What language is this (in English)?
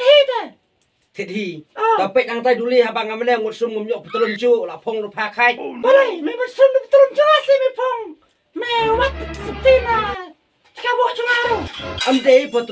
Khasi